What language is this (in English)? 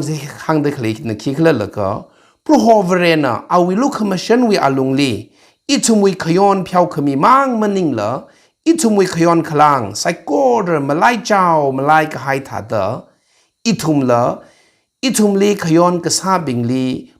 Tangkhul Naga (India)